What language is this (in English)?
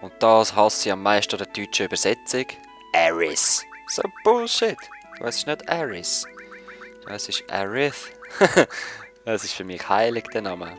Swiss German